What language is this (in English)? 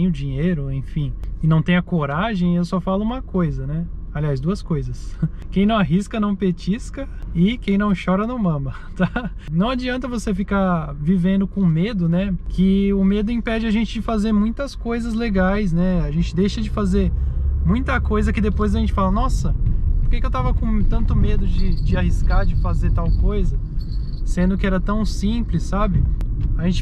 Portuguese